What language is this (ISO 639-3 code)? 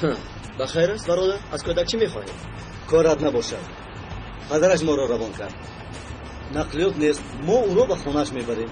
tgk